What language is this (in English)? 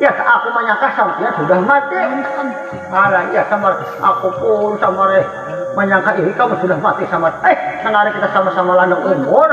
Banjar